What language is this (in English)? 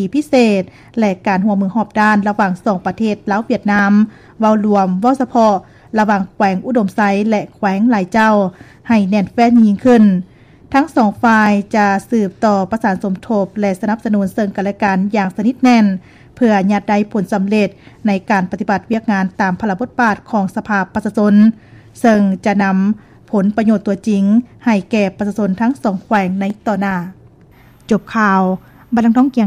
Lao